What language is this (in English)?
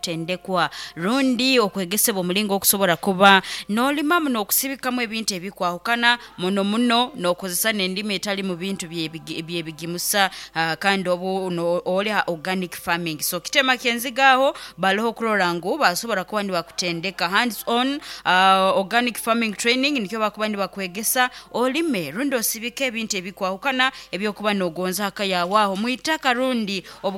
Nyoro